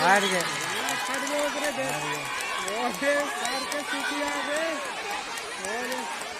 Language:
Chhattisgarhi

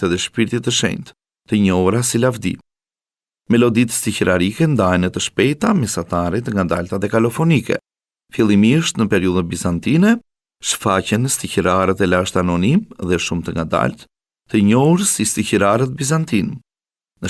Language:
Albanian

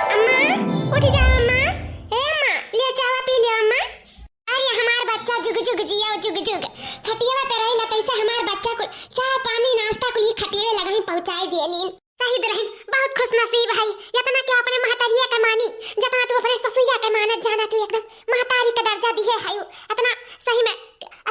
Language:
Awadhi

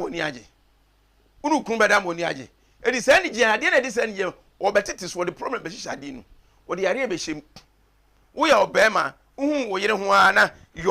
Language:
Akan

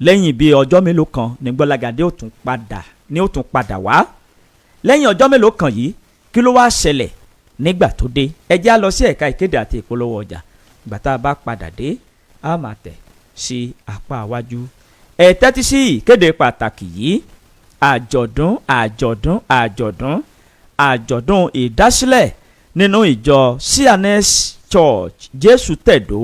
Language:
Yoruba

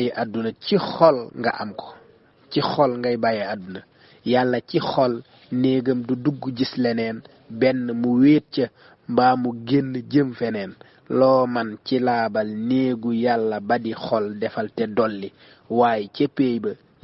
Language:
Wolof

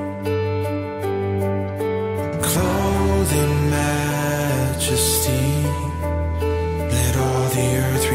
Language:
English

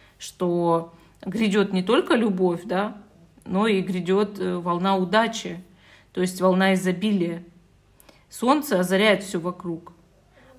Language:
Russian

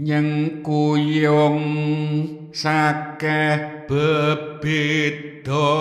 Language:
Javanese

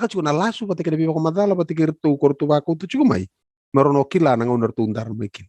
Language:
Fijian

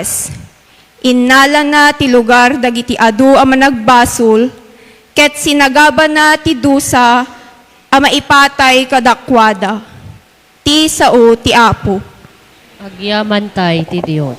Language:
Iloko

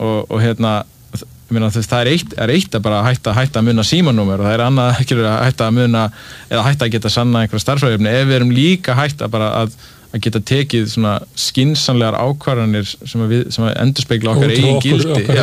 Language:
Icelandic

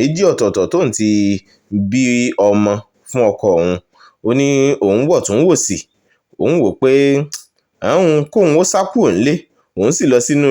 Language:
Yoruba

